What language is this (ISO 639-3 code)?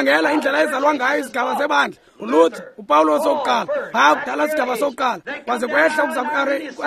xho